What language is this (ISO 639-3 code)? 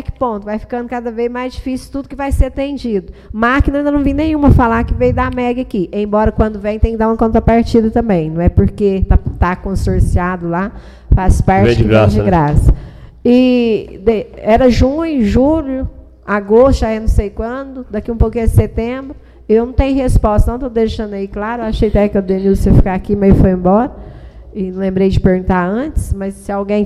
por